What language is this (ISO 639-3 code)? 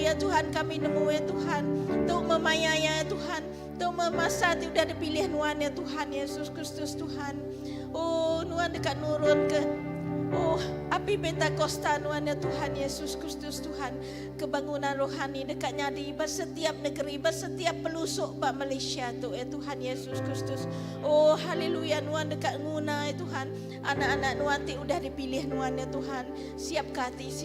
iba